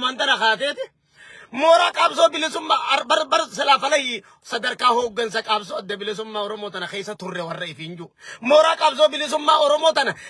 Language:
Oromo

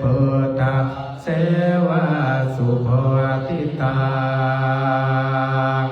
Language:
Pali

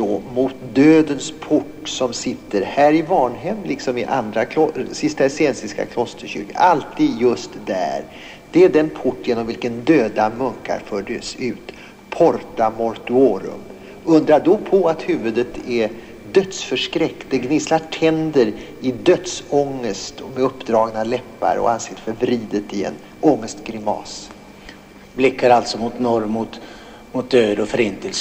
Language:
Swedish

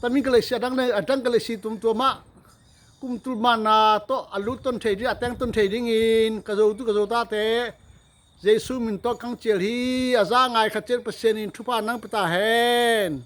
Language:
Tedim Chin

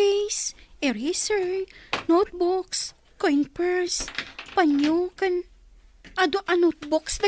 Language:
Iloko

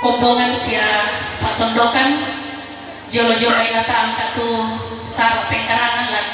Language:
Toraja-Sa'dan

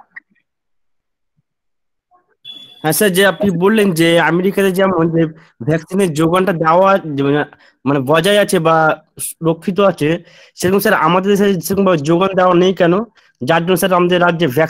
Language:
Bangla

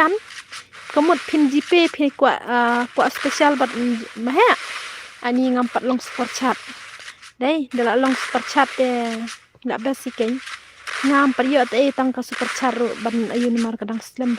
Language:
Khasi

